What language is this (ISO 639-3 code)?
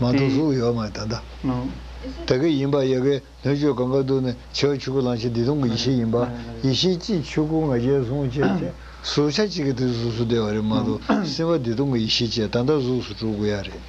bod